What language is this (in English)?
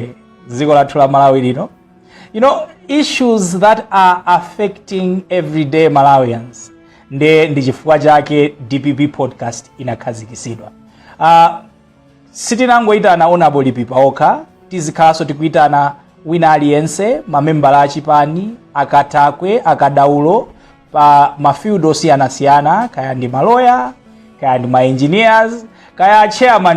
Nyanja